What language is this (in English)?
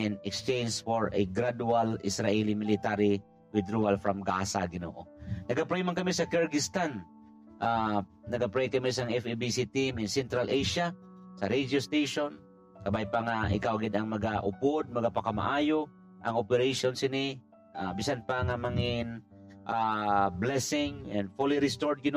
Hiligaynon